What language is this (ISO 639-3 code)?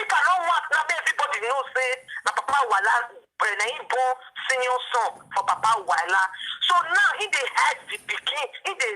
pcm